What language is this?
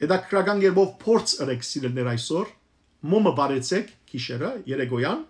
Western Armenian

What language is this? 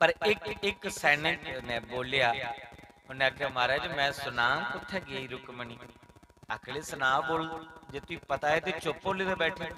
Dogri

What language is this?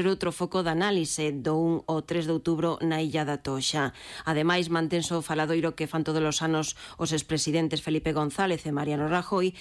Galician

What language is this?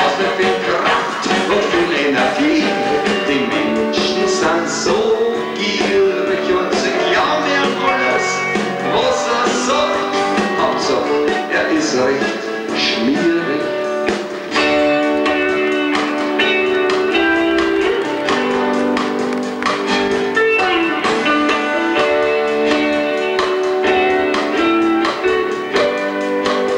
German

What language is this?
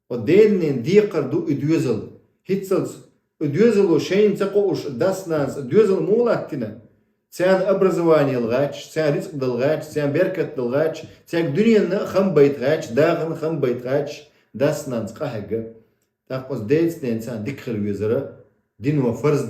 Chechen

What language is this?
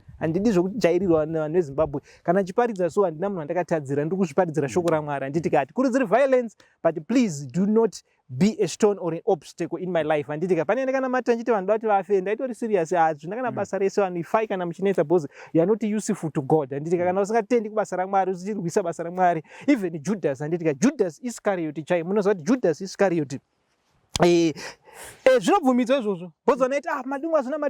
Shona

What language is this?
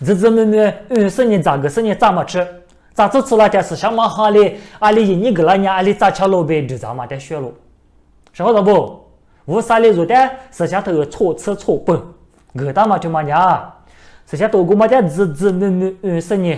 Lisu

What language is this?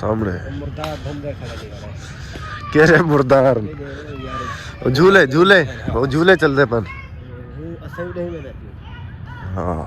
Saraiki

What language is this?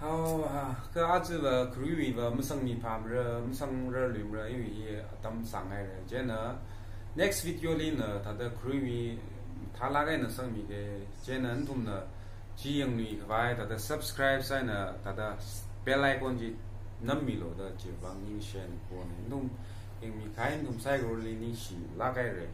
Tangkhul Naga (India)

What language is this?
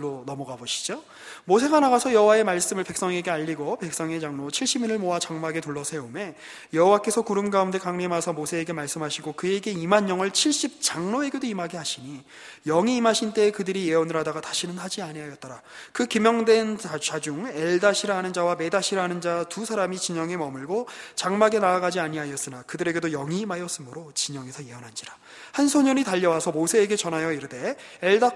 Korean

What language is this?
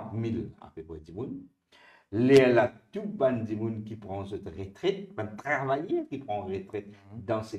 Morisyen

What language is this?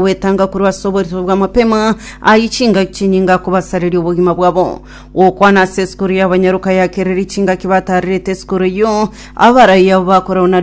Gusii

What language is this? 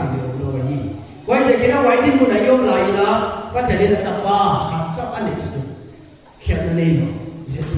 Paite Chin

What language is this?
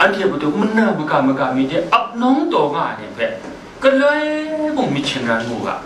Kachin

